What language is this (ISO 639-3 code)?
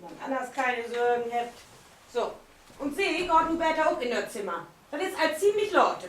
nds